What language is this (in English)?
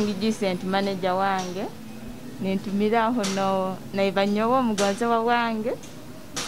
Nyoro